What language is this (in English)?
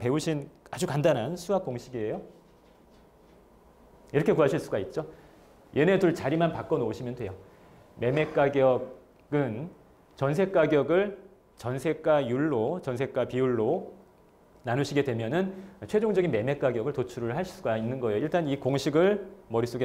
Korean